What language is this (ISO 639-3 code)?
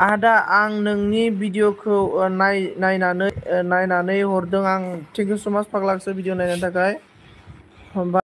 brx